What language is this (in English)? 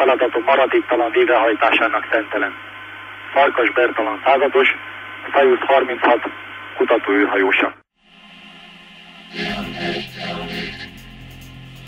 Hungarian